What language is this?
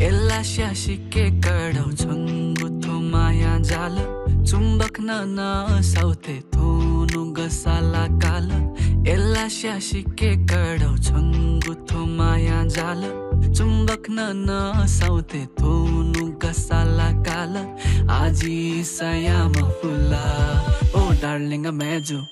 Newari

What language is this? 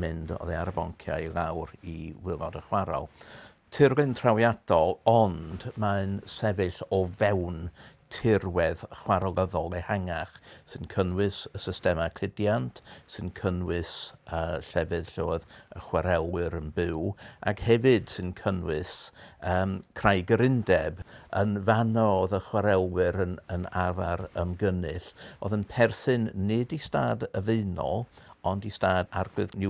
Welsh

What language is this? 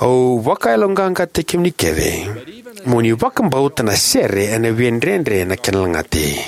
Fijian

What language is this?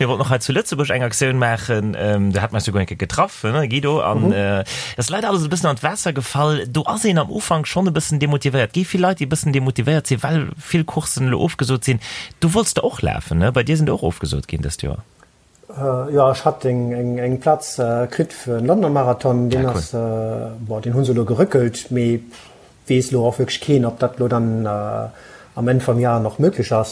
Luxembourgish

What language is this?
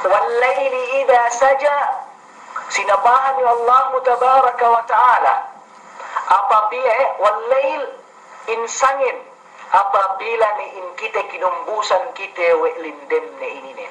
Yakan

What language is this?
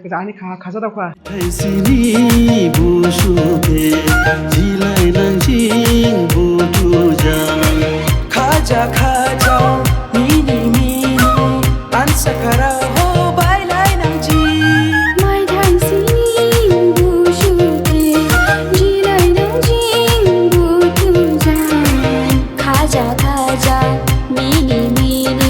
Dimasa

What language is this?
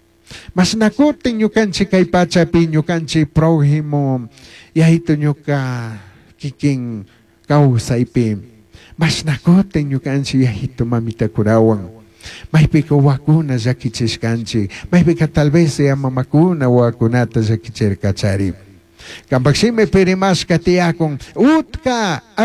Chimborazo Highland Quichua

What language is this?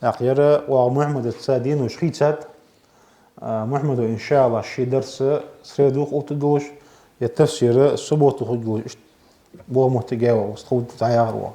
Ingush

